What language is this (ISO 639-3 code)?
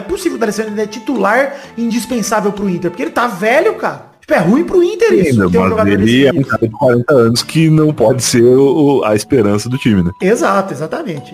por